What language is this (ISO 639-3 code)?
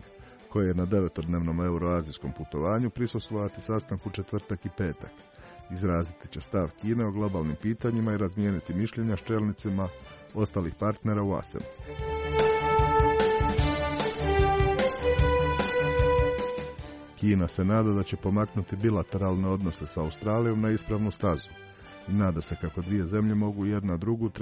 hrv